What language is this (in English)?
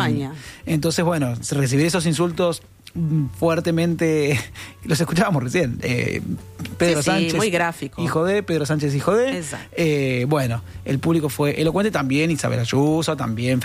Spanish